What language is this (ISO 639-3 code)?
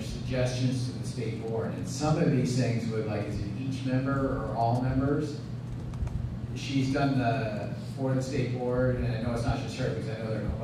eng